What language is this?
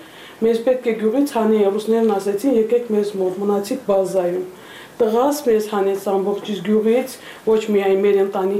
Armenian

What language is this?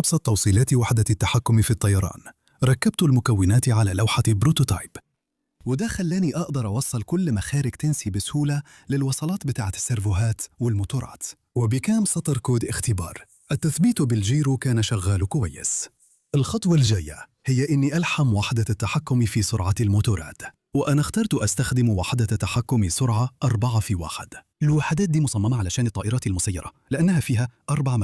Egyptian Arabic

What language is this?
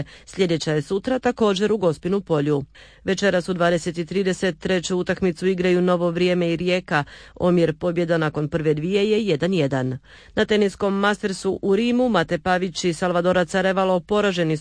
Croatian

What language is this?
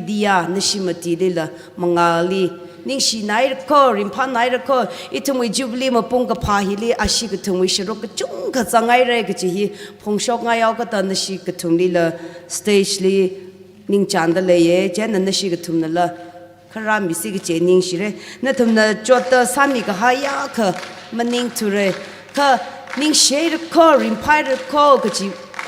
Tangkhul Naga (India)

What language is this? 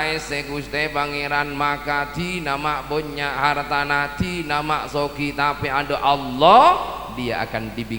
Madurese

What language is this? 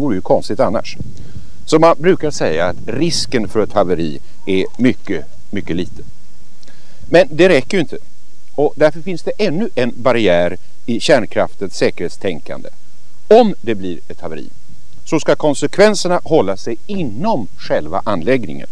Swedish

